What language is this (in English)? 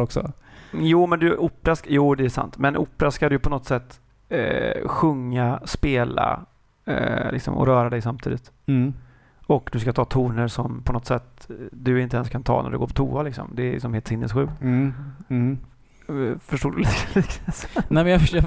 Swedish